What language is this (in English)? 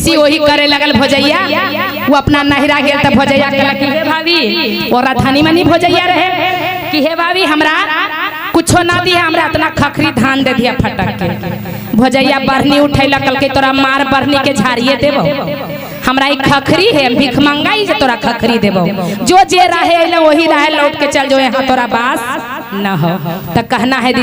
Magahi